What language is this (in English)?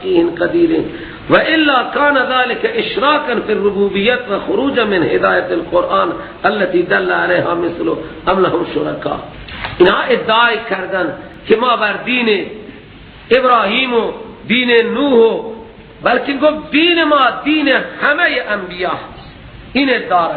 Persian